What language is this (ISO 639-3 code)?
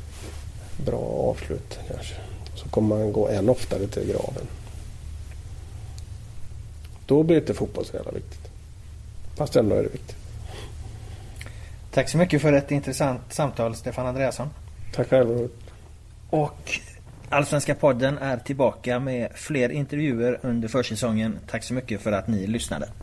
swe